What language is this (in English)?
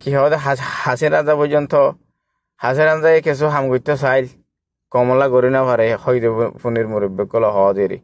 Rohingya